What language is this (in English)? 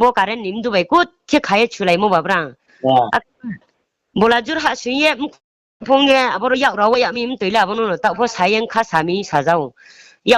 Riang (India)